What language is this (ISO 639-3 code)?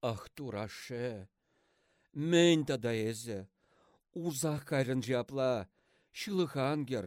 chv